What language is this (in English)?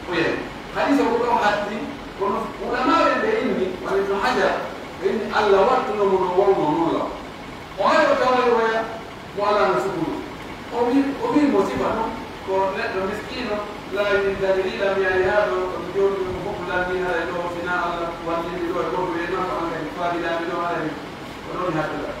Pular